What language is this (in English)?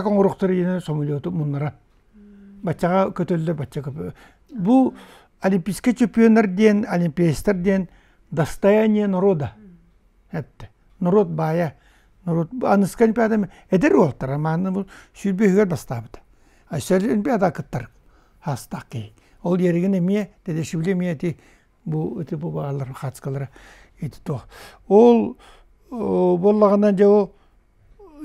Yakut